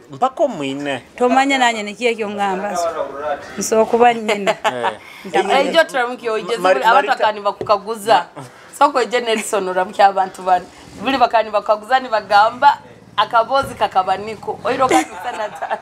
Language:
Nyoro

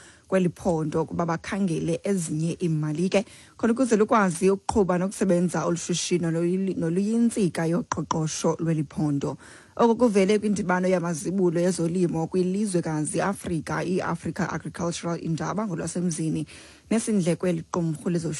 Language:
Xhosa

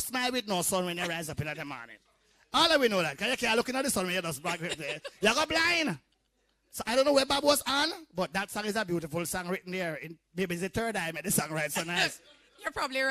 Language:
Jamaican Creole English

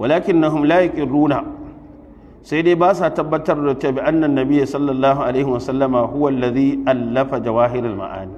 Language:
Hausa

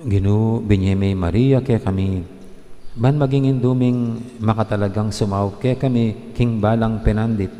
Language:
Pampanga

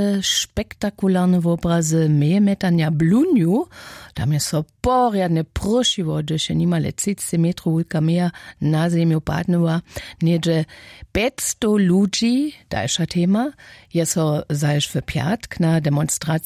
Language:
Upper Sorbian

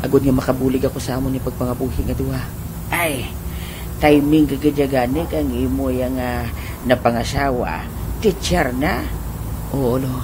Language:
Hiligaynon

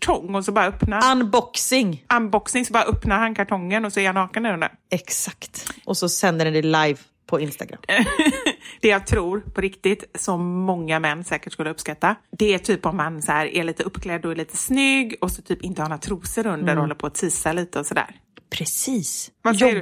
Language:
Swedish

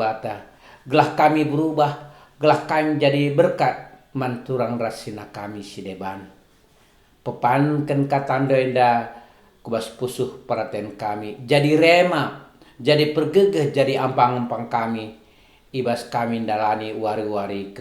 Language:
Batak Karo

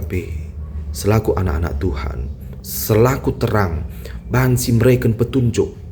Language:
Batak Karo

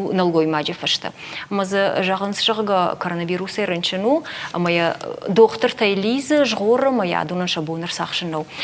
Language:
Ossetic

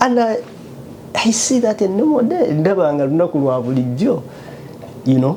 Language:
Ganda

